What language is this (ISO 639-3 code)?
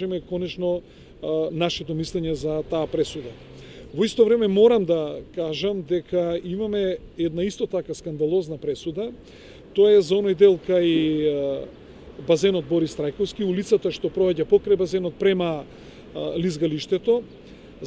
mkd